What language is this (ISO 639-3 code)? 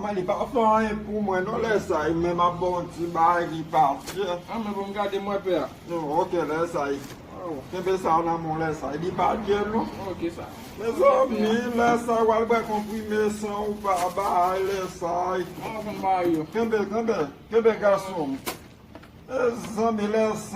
hat